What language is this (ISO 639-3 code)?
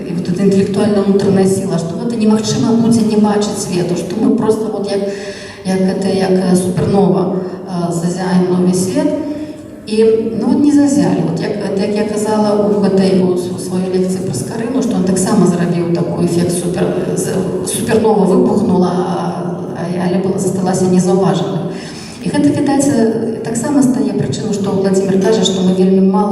bel